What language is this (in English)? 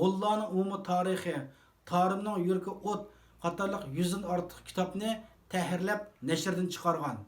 Uyghur